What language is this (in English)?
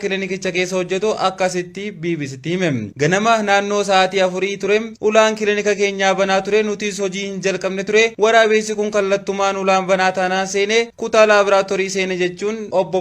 Oromo